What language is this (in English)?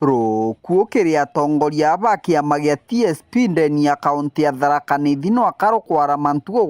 Meru